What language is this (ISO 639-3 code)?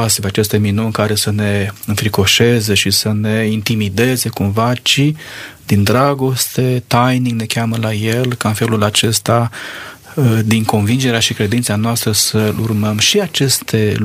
ron